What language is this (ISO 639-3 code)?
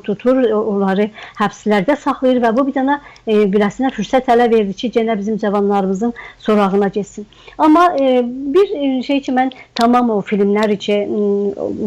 azb